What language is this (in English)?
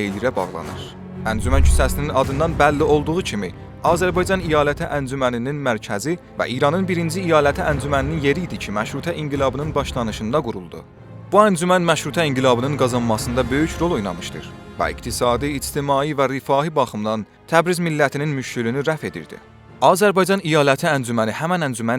South Azerbaijani